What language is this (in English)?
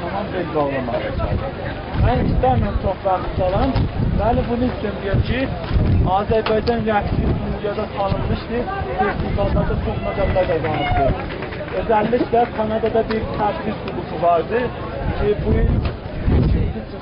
South Azerbaijani